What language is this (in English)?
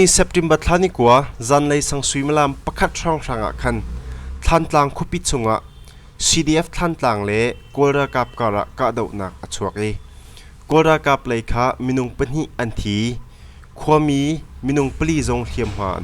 Hakha Chin